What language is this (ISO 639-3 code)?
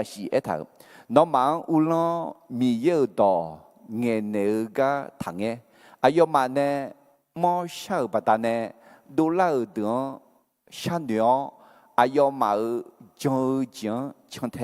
ahk